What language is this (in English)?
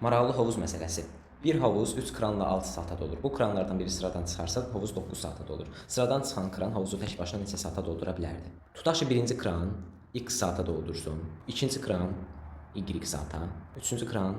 Azerbaijani